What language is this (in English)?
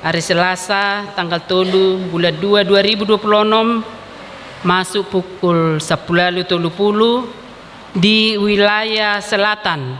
Batak Toba